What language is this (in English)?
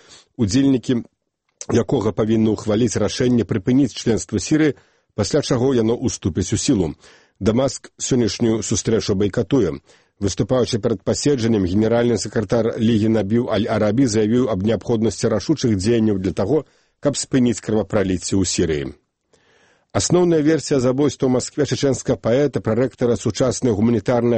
Belarusian